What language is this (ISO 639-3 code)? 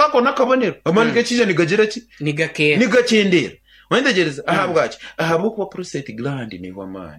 nyn